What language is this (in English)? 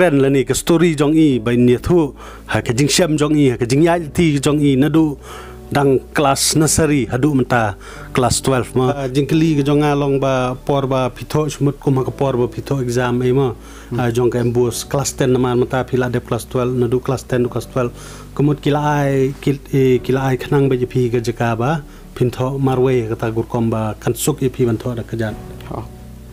Khasi